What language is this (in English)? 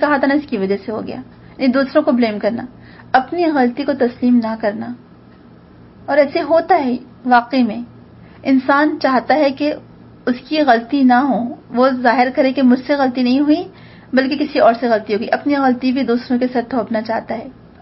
Urdu